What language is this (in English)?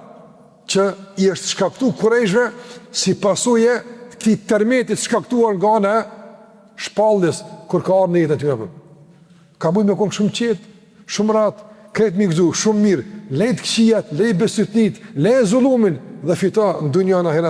Albanian